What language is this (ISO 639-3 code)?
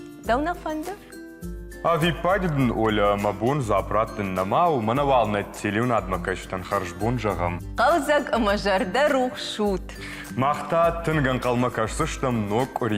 oss